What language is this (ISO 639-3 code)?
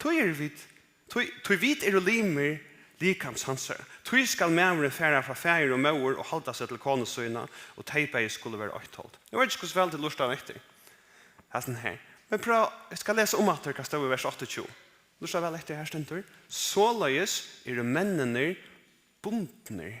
fao